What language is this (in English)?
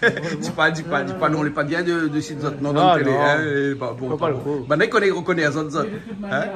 Réunion Creole French